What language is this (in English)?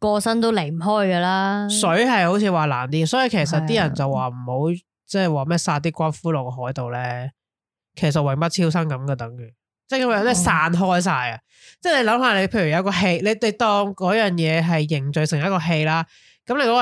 Cantonese